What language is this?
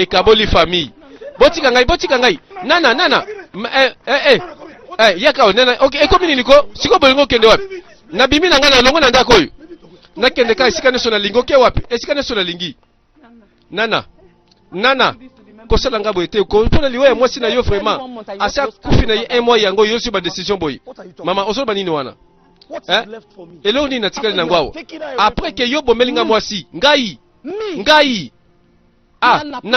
Lingala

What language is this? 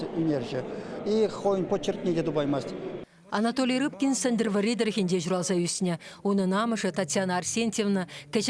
Chuvash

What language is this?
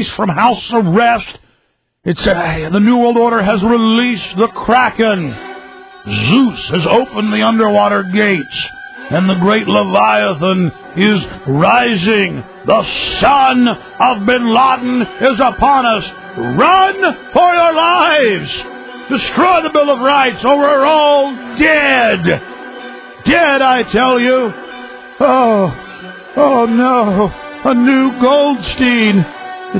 English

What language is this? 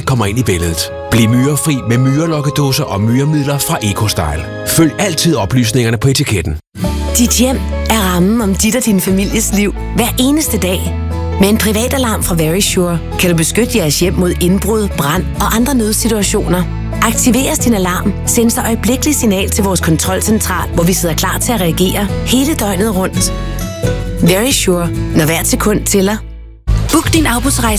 Danish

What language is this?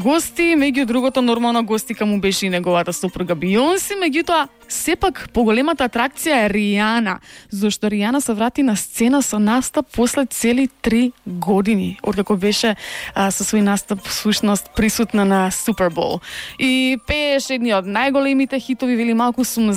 Macedonian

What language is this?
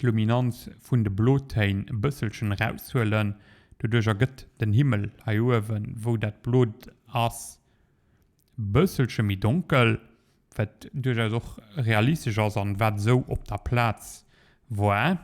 Luxembourgish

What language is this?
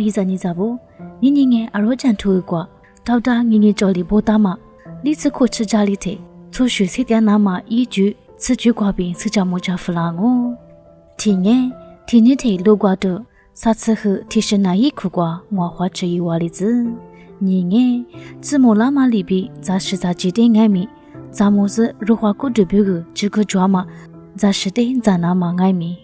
Lisu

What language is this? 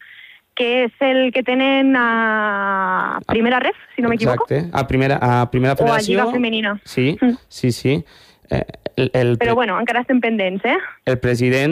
Catalan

